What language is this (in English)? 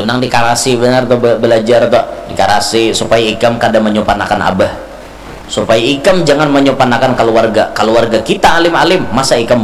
Banjar